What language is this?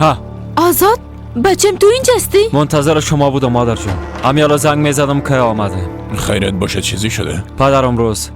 Persian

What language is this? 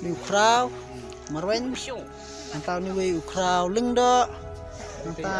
Khasi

